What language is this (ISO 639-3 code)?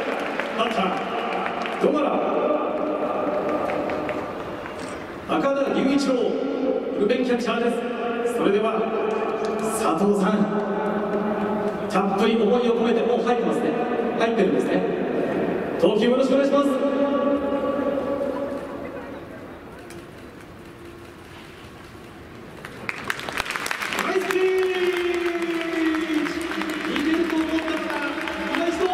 jpn